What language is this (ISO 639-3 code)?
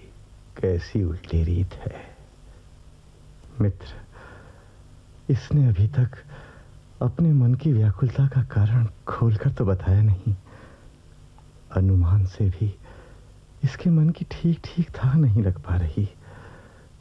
hin